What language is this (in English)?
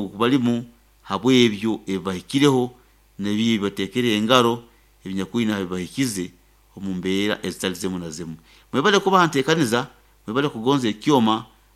Nyoro